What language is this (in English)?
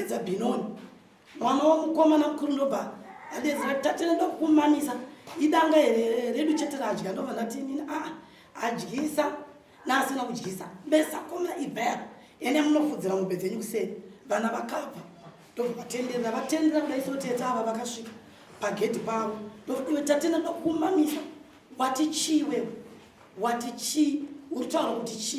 Shona